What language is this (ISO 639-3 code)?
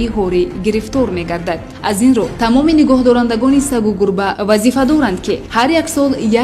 tgk